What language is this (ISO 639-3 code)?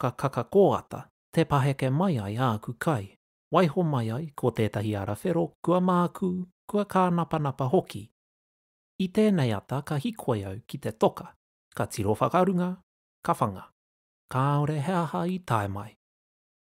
mri